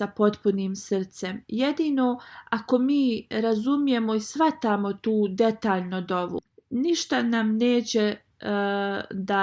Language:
Bosnian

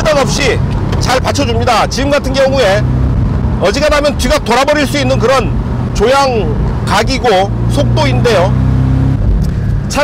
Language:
Korean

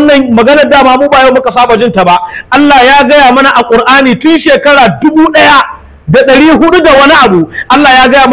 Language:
Hausa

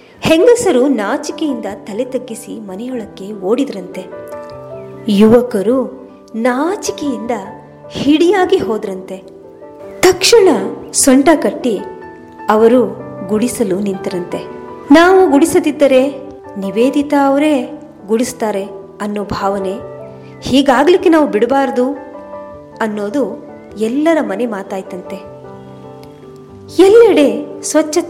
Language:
Kannada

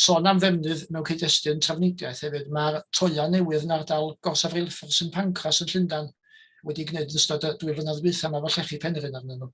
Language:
Welsh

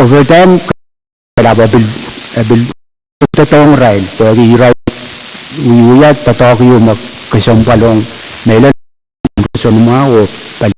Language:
Pohnpeian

